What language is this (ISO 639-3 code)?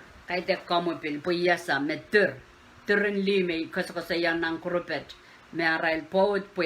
pon